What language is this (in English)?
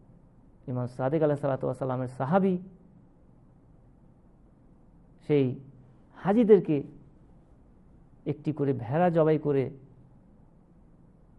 Bangla